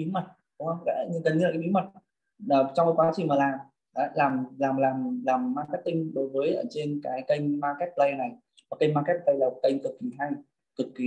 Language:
Vietnamese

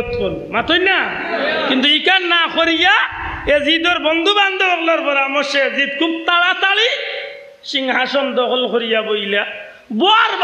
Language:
Sylheti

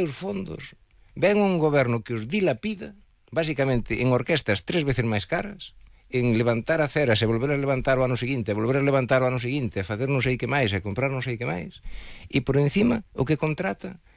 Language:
Galician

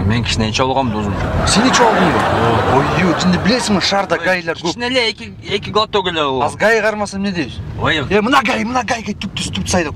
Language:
Kyrgyz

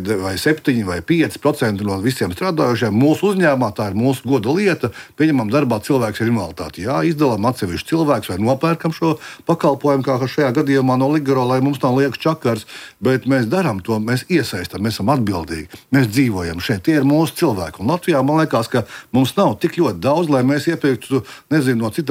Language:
Latvian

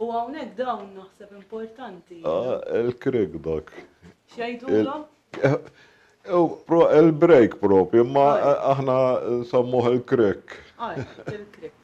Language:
Maltese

